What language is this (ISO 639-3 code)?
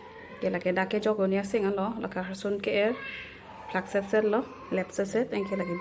mjw